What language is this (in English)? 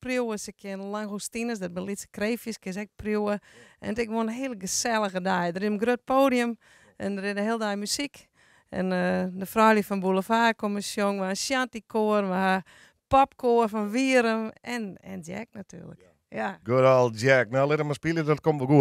Western Frisian